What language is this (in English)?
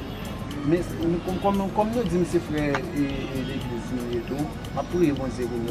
Haitian Creole